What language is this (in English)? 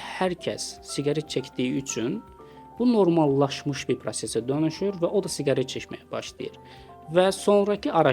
Azerbaijani